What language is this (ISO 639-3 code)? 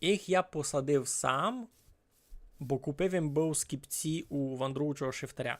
rue